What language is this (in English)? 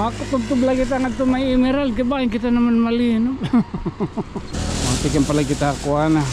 Waray